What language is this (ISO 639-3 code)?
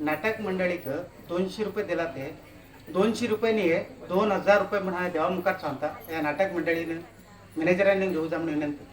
kok